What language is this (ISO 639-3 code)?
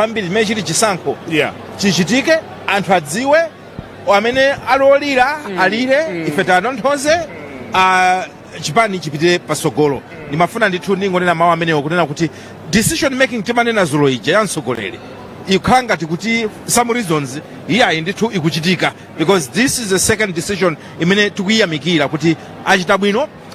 nya